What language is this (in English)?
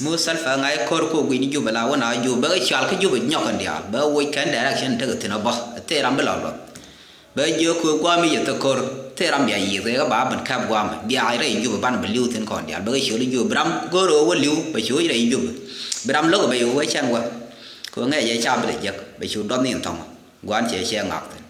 Nuer